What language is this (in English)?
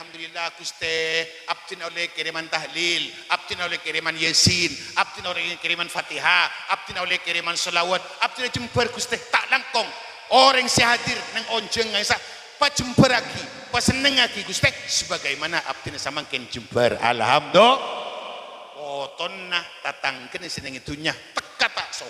Madurese